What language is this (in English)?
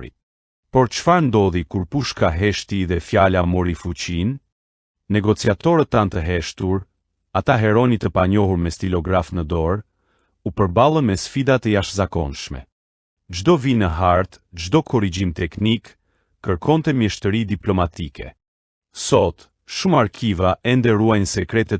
Albanian